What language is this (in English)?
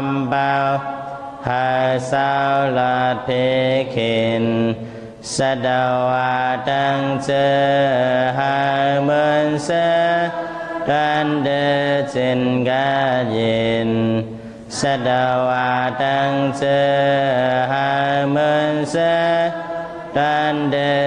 Shan